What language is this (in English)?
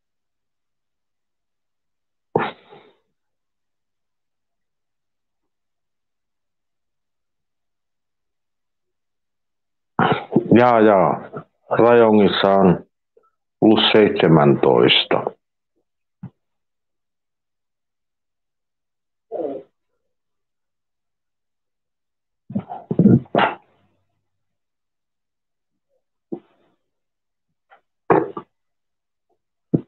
Finnish